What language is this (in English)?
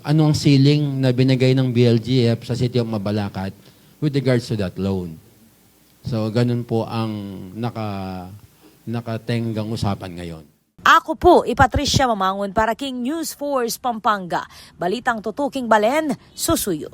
Pampanga